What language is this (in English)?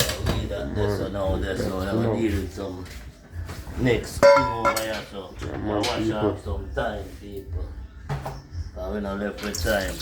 Jamaican Creole English